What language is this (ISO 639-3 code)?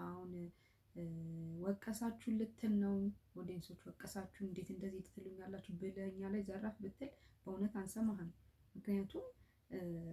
amh